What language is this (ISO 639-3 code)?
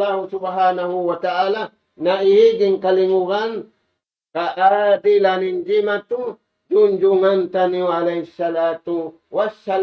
tsg